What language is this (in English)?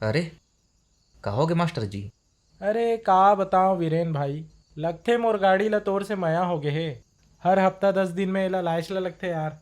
Chhattisgarhi